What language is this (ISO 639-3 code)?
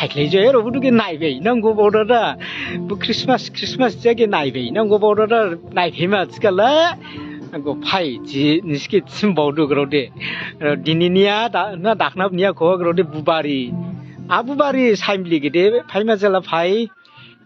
dis